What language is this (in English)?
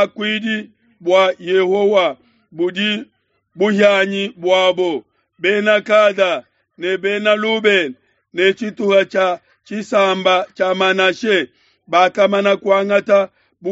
Luba-Lulua